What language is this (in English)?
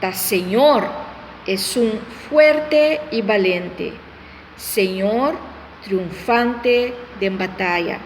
Papiamento